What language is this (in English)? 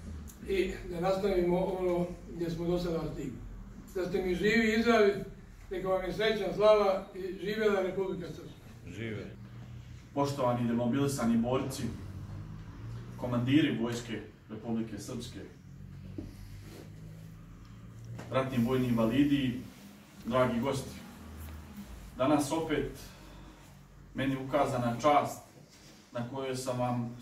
Serbian